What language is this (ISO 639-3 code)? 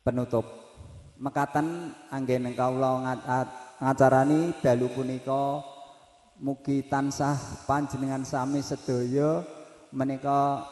jav